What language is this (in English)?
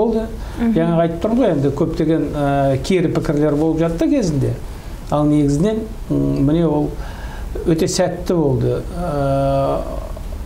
Kazakh